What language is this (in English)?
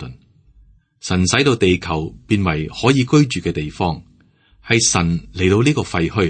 Cantonese